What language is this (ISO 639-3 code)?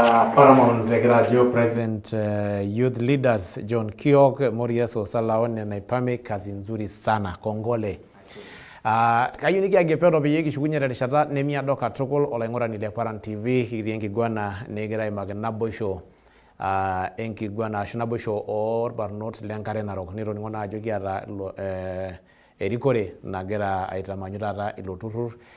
mas